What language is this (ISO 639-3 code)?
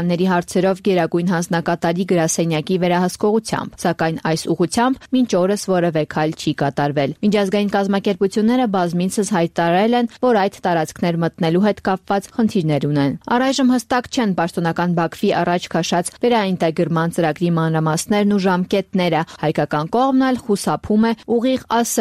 hye